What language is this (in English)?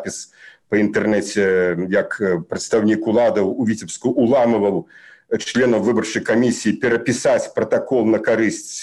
Belarusian